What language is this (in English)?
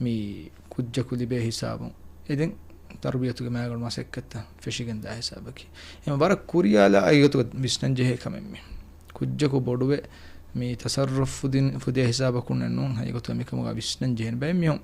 Divehi